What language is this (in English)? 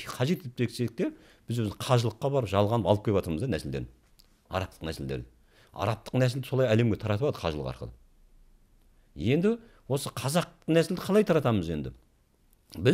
Kazakh